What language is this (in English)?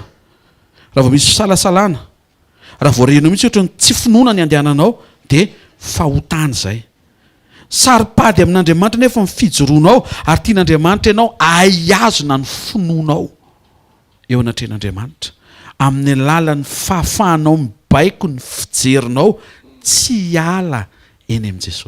Malagasy